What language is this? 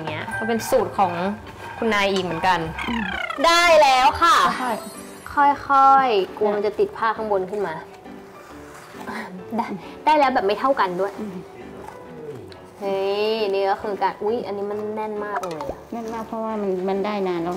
Thai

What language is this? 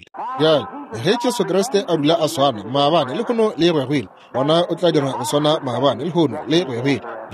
Northern Sotho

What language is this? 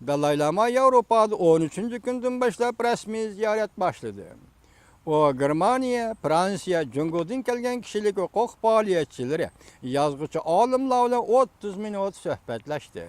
Uyghur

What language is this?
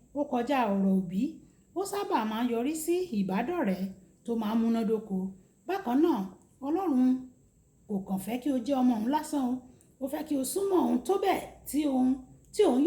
Yoruba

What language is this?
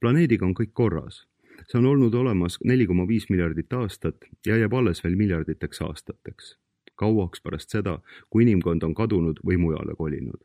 Estonian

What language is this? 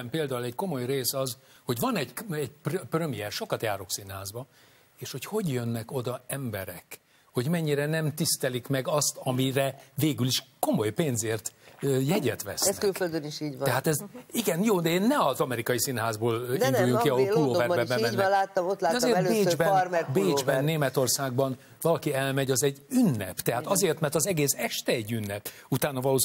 Hungarian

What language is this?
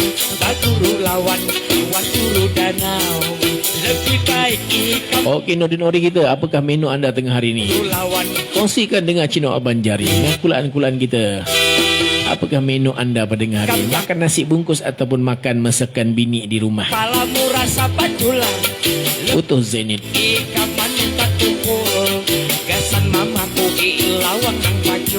Banjar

